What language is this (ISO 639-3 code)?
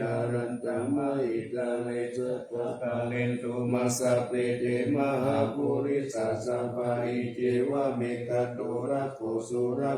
pli